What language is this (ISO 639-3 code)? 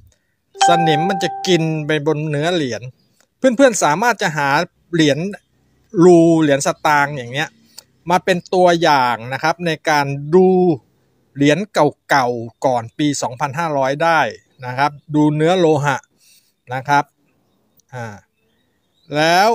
tha